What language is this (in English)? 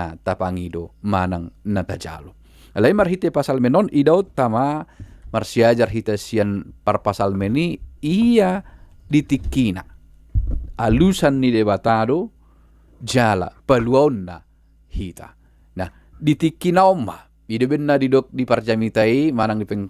Batak Toba